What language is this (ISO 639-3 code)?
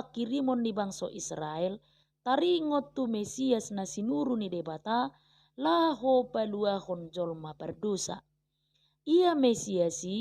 bbc